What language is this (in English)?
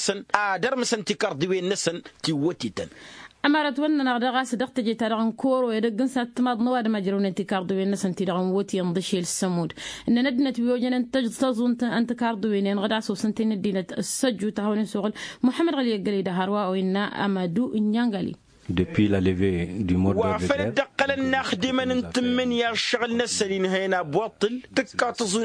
Tamasheq